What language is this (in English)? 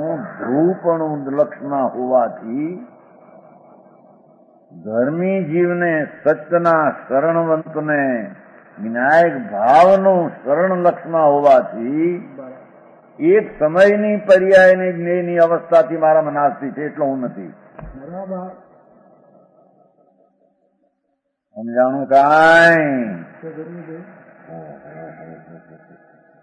Gujarati